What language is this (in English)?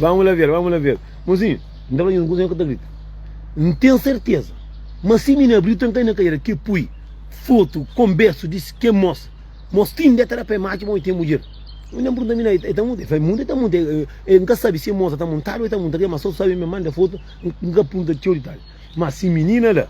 Kabuverdianu